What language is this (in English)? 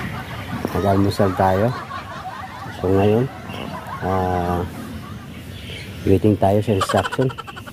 Filipino